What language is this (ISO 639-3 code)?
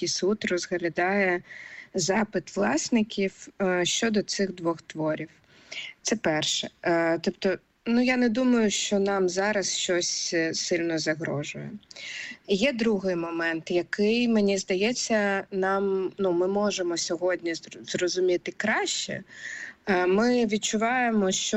ukr